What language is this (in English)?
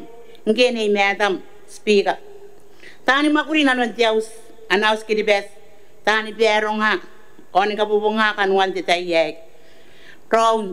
Gilbertese